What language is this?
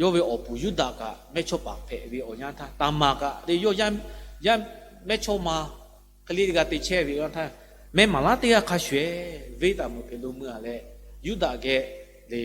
Lahu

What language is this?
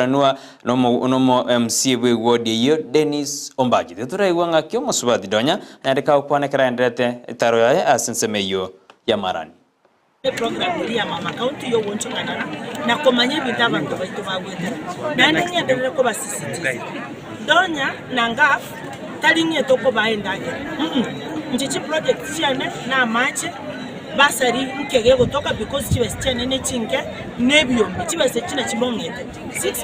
Gusii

